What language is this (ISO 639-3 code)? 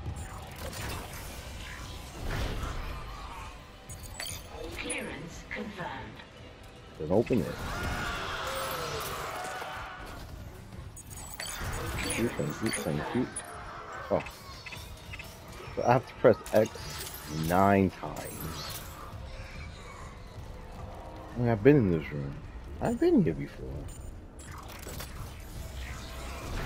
eng